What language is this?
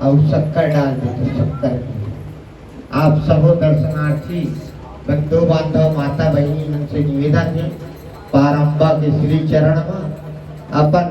Chhattisgarhi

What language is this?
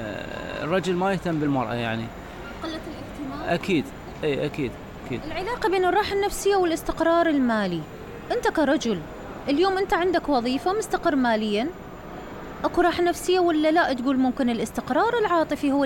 Mesopotamian Arabic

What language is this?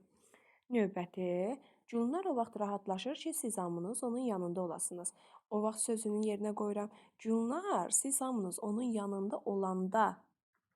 Azerbaijani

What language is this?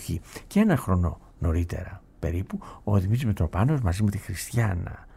Greek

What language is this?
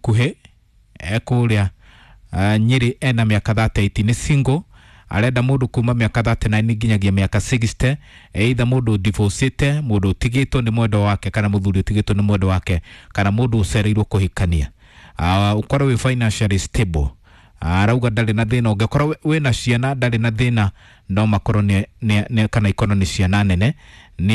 Kikuyu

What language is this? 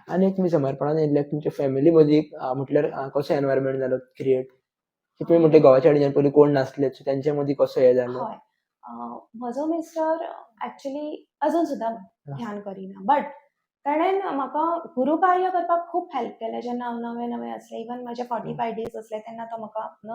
Konkani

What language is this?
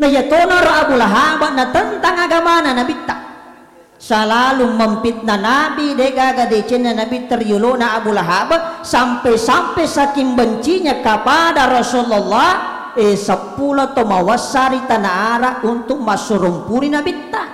Buginese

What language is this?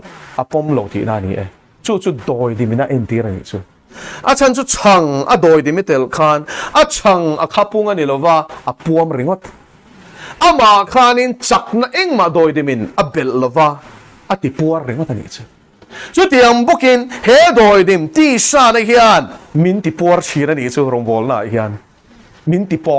Mizo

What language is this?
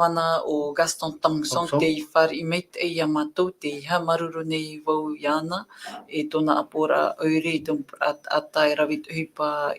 Tahitian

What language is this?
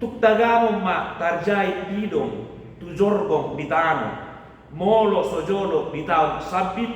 Batak Toba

